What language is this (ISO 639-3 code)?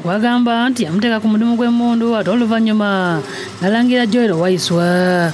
lug